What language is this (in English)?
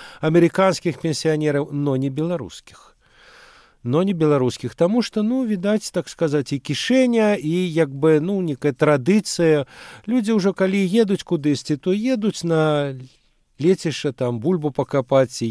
Belarusian